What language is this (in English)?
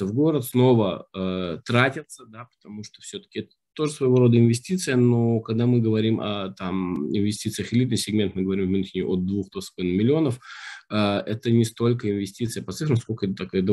Russian